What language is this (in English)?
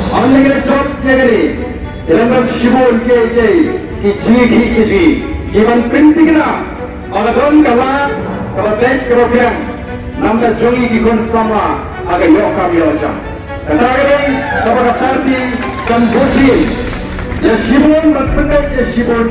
Khasi